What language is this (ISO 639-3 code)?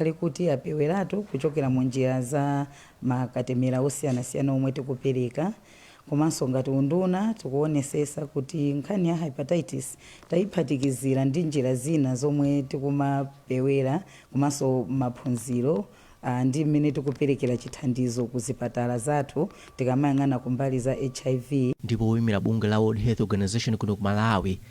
nya